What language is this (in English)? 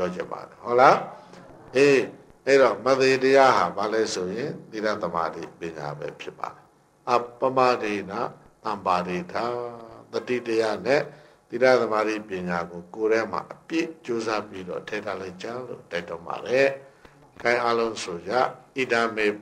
Burmese